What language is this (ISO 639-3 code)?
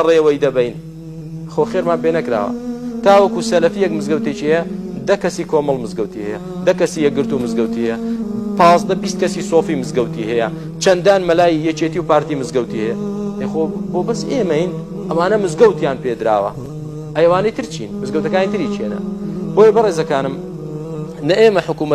ckb